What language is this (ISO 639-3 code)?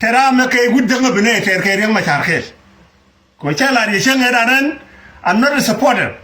nus